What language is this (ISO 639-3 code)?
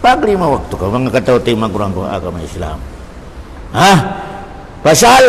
tsg